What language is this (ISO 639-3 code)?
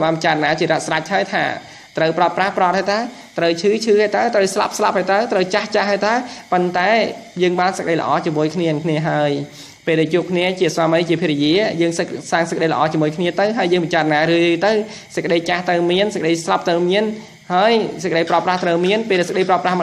khm